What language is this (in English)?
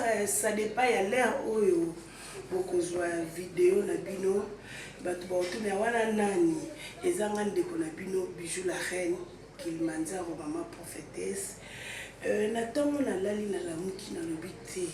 Lingala